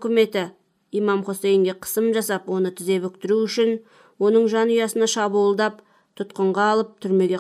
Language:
Kazakh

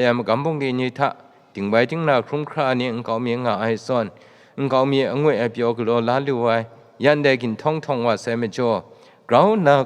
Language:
Kachin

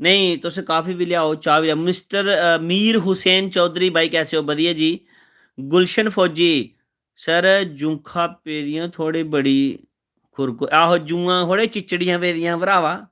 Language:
Dogri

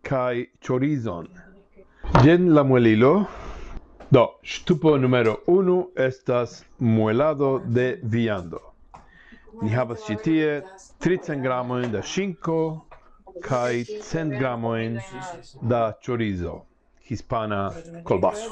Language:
Esperanto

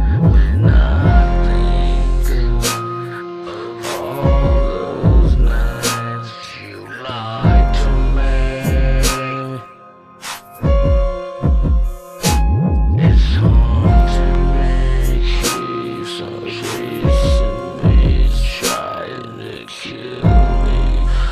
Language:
English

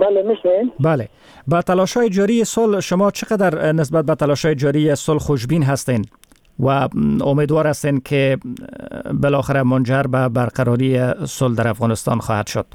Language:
Persian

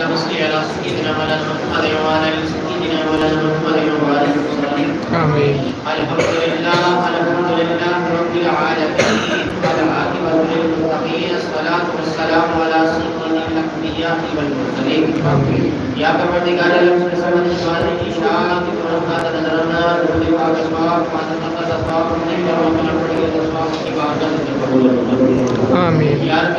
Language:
Urdu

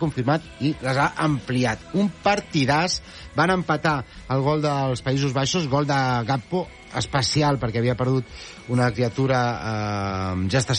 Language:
Catalan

